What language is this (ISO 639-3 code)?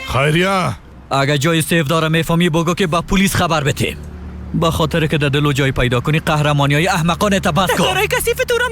fas